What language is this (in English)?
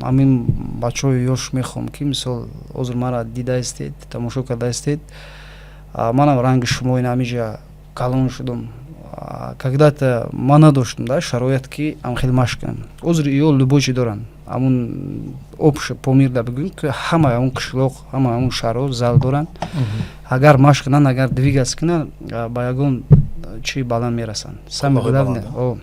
Tajik